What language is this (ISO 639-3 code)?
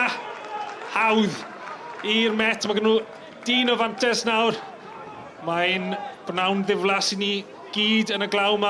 cym